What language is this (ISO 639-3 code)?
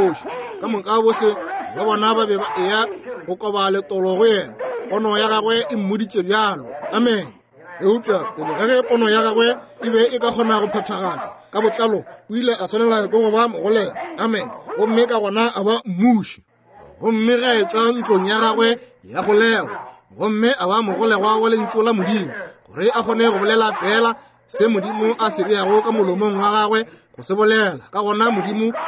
nso